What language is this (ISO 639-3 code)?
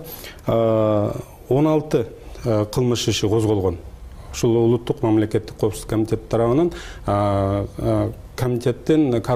kir